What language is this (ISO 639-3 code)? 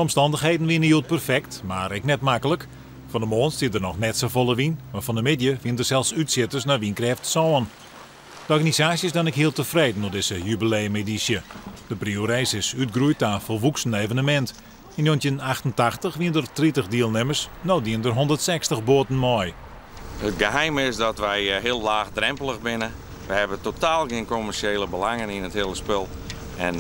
fry